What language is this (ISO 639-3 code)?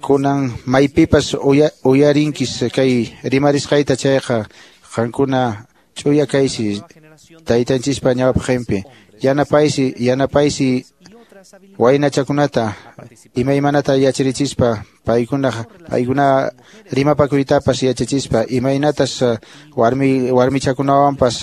que